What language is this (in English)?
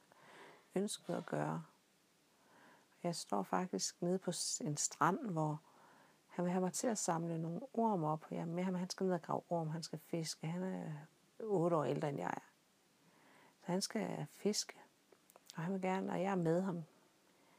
Danish